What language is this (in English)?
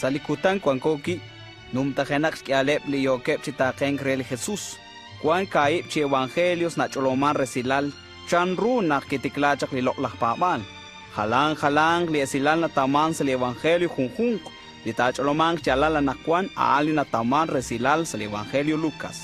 Kekchí